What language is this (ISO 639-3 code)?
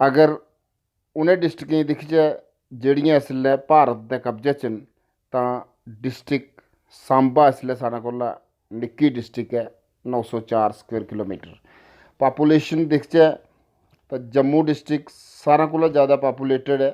doi